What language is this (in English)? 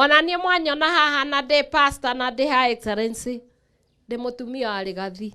Kikuyu